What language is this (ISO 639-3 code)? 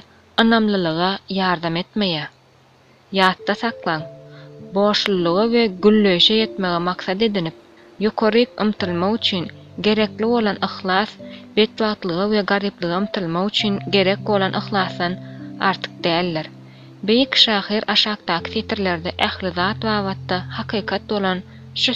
tuk